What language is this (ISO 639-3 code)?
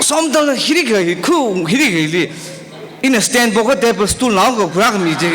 nmf